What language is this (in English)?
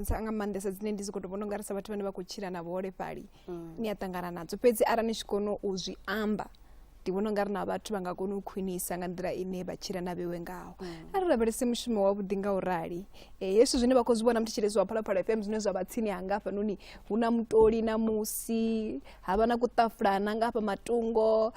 Venda